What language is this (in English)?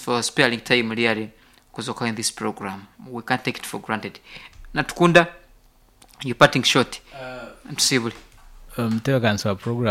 Nyankole